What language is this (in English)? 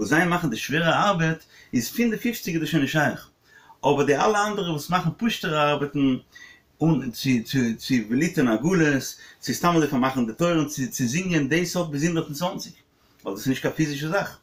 Yiddish